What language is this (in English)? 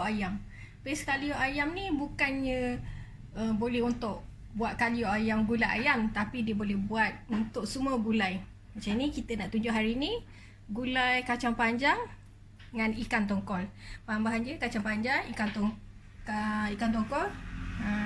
Minangkabau